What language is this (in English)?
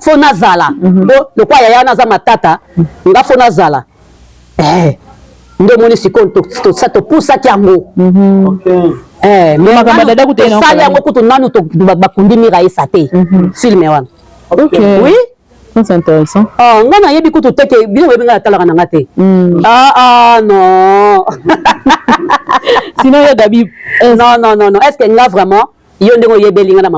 Lingala